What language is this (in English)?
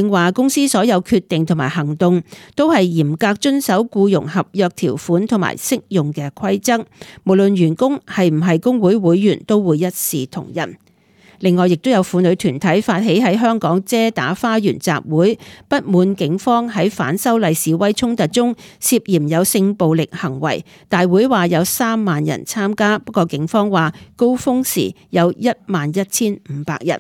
Cantonese